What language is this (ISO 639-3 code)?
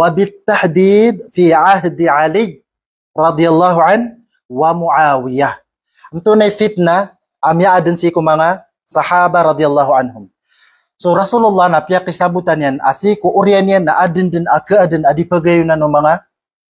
mrw